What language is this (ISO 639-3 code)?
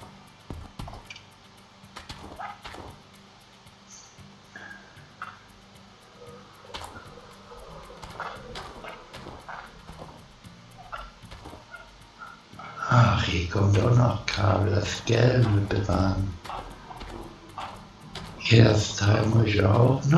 deu